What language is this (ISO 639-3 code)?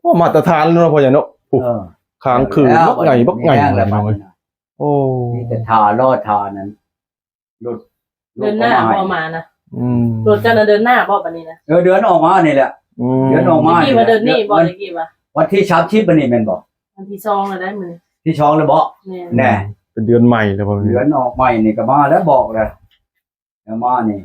lao